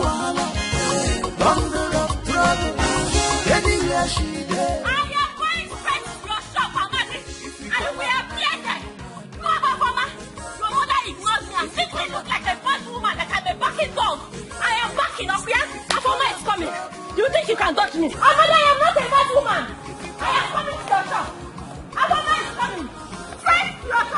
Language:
Nigerian Pidgin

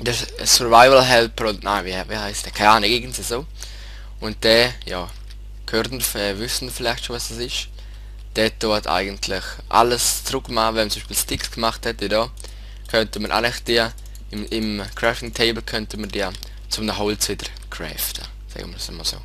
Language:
Swiss German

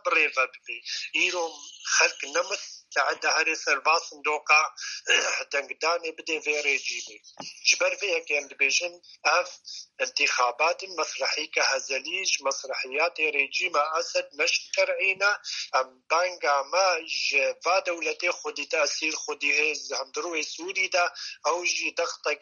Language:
Kurdish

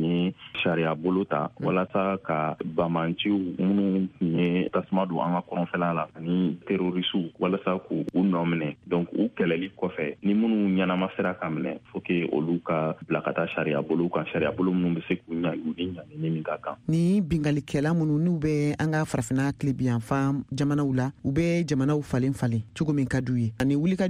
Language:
Bambara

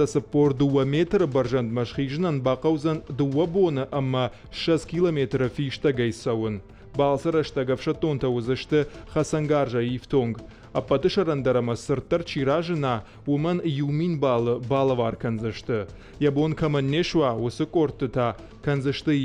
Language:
Ossetic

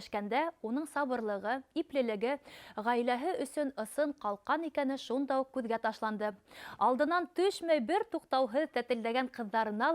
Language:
Bashkir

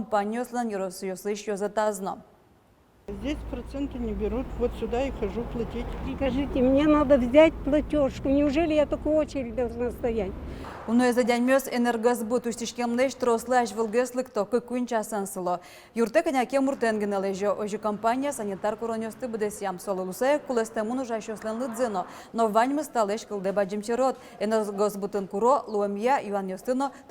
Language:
Udmurt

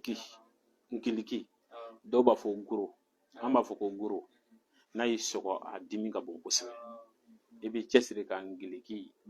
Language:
Bambara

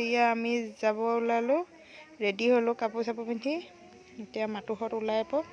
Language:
Assamese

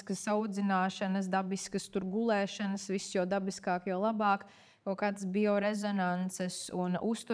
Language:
Latvian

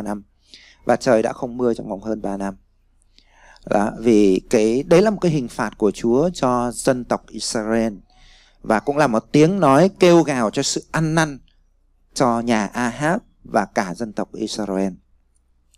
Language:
Vietnamese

